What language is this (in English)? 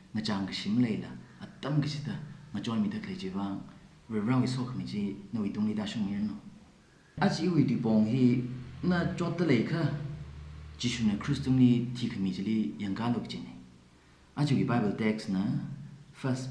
Tangkhul Naga (India)